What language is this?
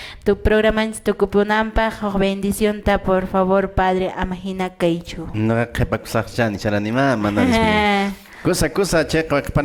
Quechua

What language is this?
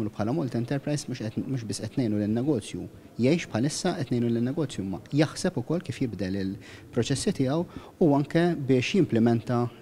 Maltese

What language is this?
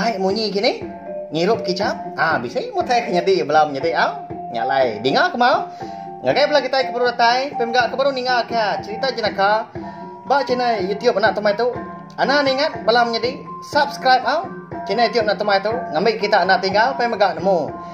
Iban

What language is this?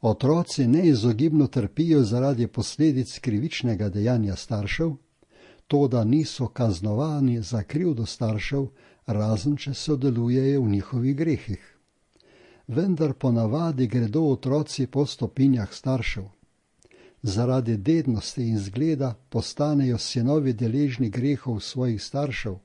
Slovenian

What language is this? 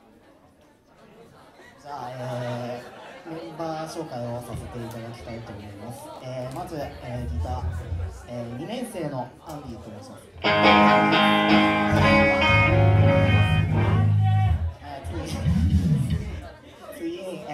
Japanese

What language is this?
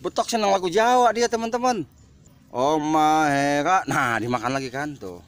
Betawi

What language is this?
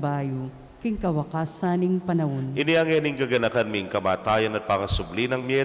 Pampanga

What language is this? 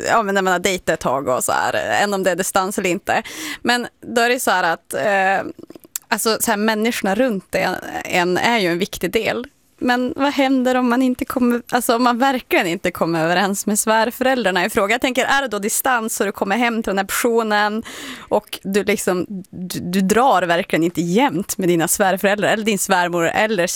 Swedish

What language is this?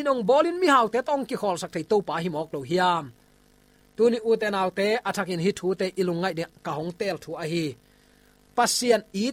Tedim Chin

